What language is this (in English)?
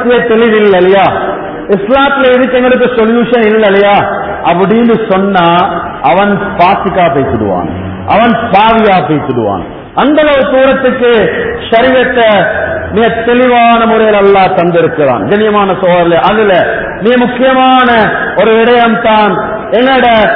Tamil